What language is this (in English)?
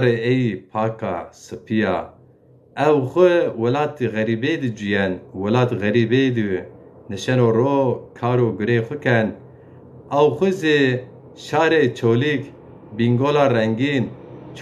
Zaza